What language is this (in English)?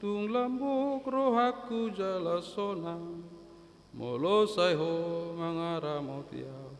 Batak Toba